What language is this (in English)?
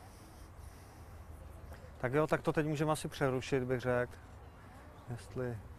Czech